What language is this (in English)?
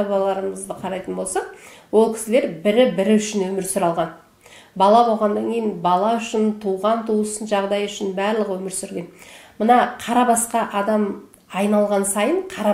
Kazakh